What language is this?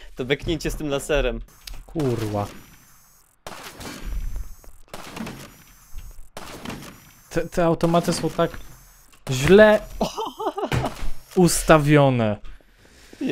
Polish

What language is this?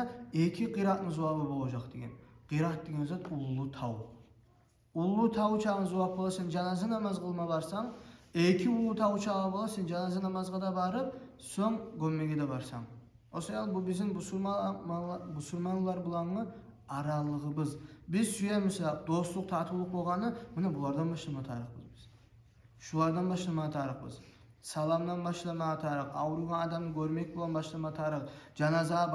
Kumyk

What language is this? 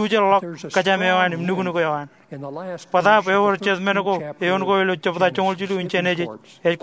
Marshallese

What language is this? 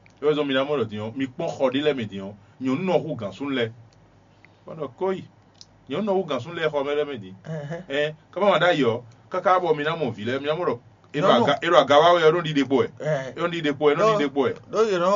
Fon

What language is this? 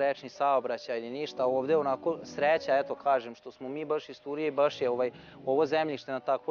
Serbian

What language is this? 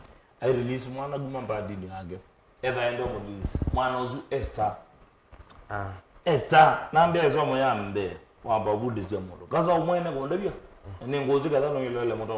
Kamba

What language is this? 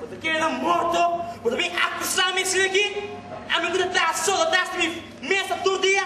Papiamento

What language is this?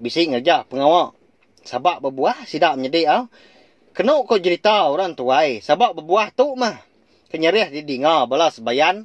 Iban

